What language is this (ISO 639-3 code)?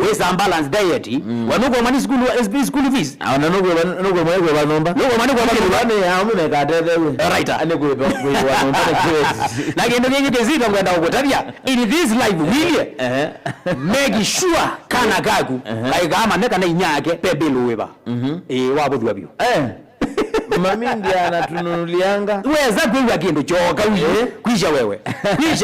kam